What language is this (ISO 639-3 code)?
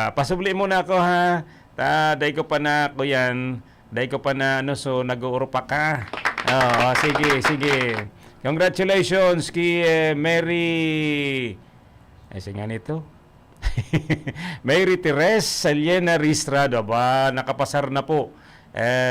bik